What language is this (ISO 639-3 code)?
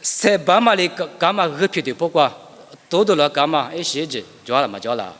lis